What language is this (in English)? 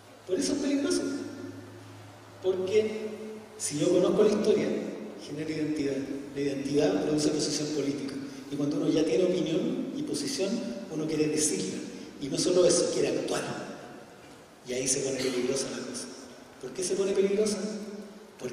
Spanish